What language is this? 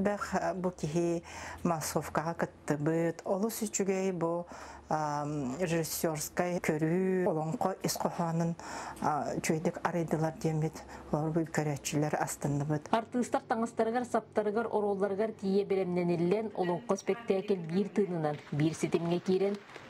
Yakut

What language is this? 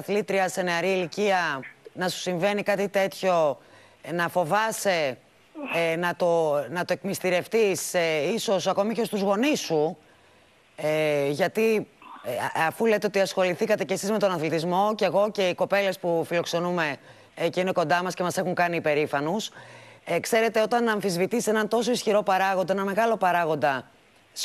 Greek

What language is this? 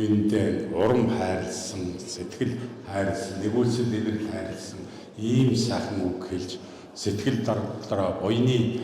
Mongolian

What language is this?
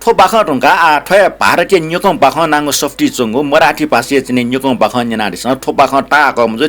Newari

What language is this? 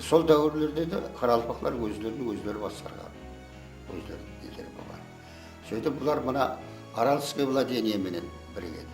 Kara-Kalpak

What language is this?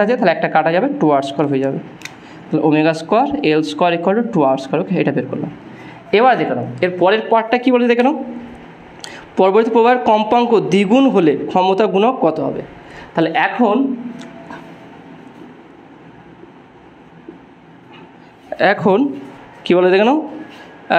Bangla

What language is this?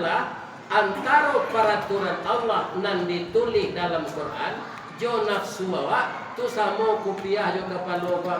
Minangkabau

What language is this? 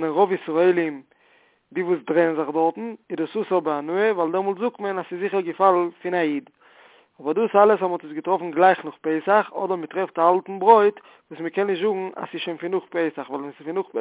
Yiddish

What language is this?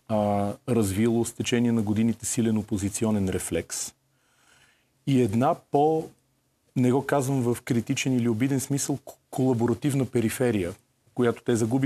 Bulgarian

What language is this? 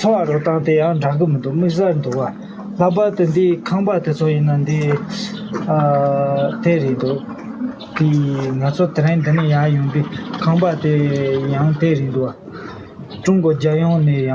Tibetan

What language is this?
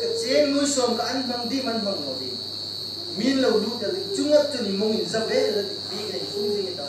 Hmar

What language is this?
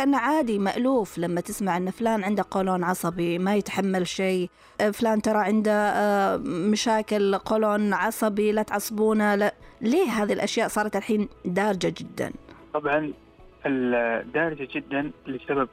Najdi Arabic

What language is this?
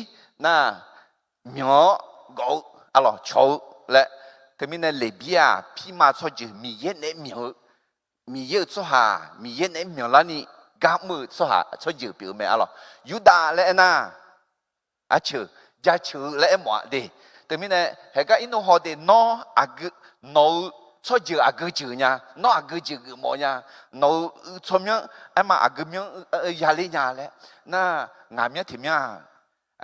Akha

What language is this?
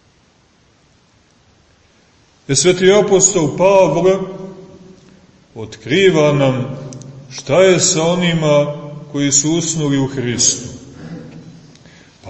Serbian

